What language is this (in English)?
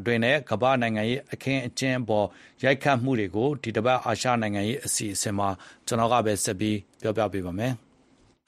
Burmese